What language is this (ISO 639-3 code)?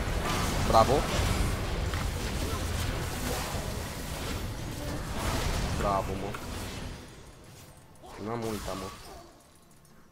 ron